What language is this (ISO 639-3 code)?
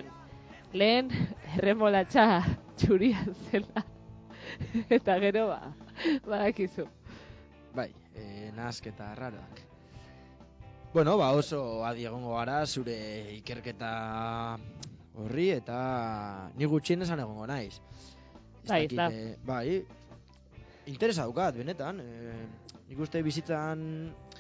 eus